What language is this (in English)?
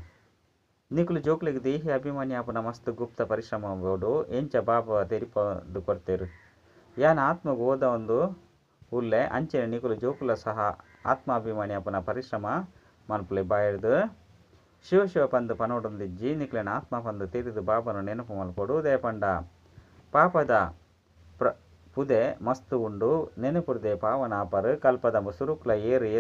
Tulu